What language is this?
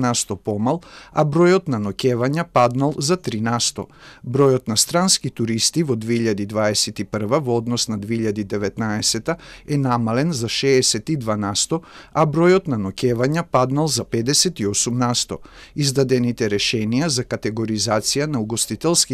Macedonian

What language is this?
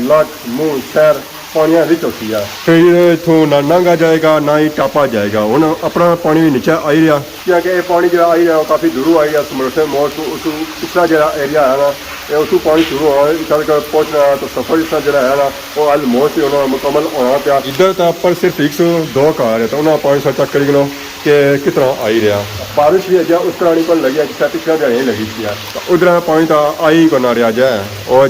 Pahari-Potwari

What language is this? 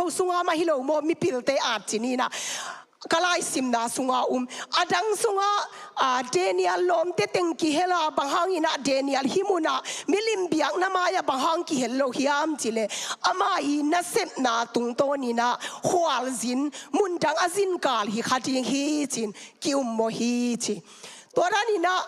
Tedim Chin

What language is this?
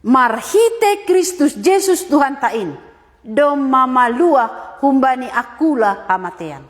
Batak Simalungun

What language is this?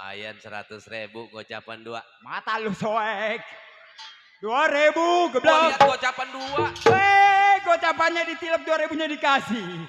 Betawi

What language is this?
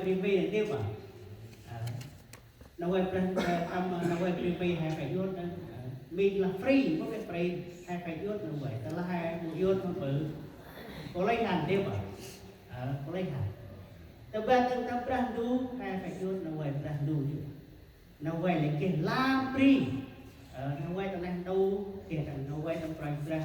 Central Mnong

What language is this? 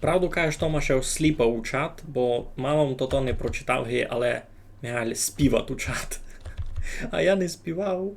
Rusyn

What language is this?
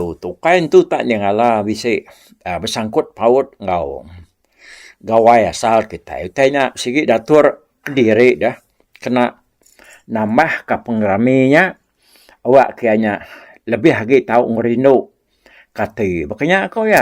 Iban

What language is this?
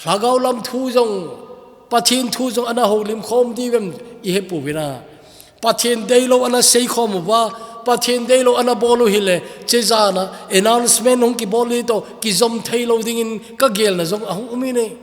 Thado Chin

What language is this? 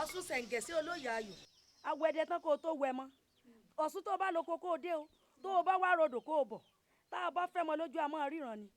Yoruba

